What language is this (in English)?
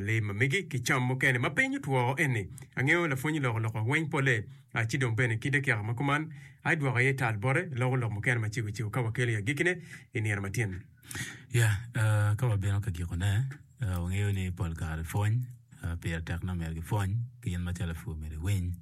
Acoli